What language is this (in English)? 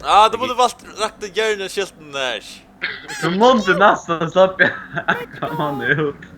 Faroese